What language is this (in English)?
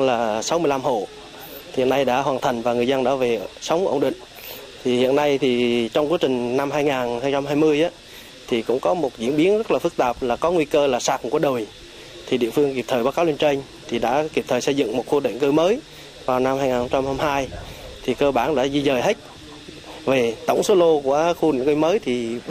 Vietnamese